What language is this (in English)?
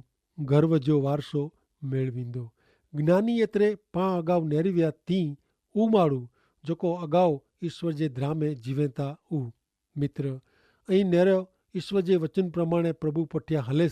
Kachhi